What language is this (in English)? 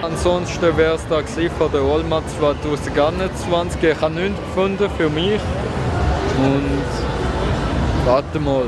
Swiss German